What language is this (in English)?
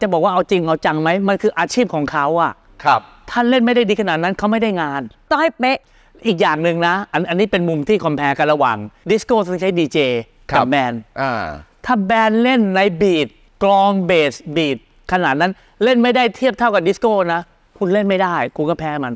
Thai